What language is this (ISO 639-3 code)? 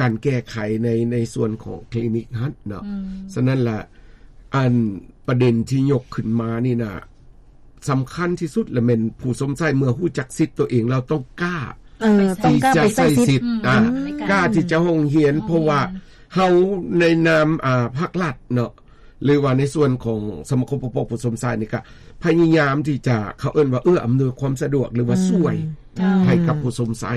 lao